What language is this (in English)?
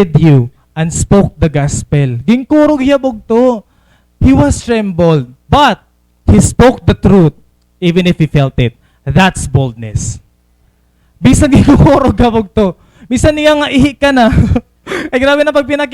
Waray